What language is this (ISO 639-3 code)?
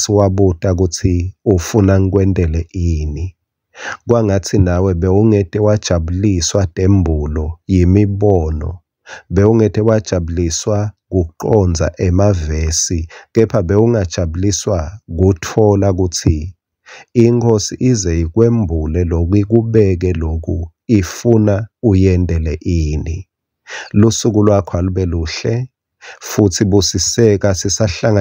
ssw